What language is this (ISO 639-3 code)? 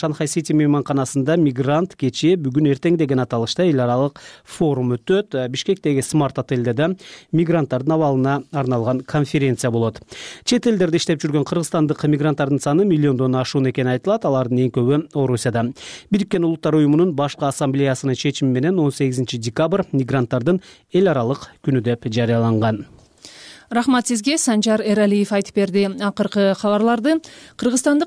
kir